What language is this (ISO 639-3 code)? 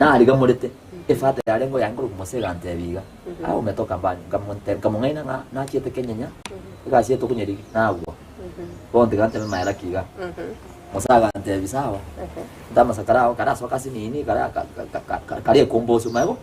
guz